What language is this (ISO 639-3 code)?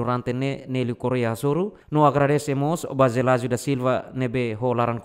tet